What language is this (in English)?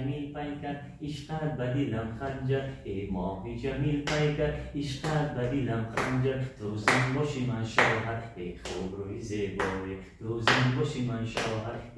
Tajik